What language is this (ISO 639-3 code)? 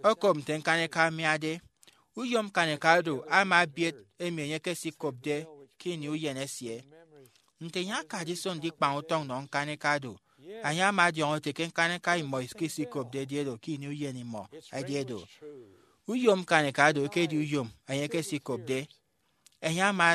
efi